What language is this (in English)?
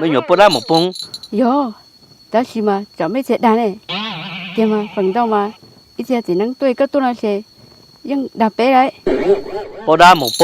Hmong